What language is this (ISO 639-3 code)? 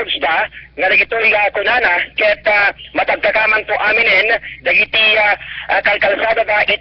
ilo